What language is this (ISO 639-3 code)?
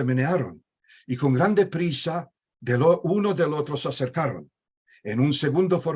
lad